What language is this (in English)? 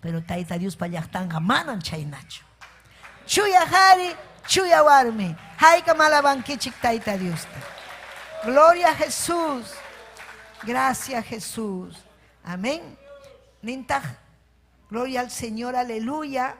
Ayacucho Quechua